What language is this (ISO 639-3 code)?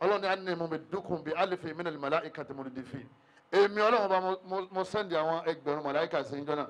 yor